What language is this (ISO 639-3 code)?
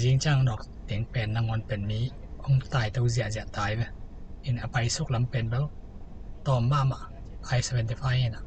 ctd